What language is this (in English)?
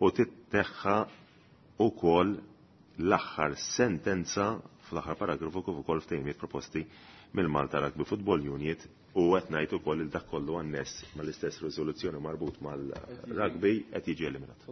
Maltese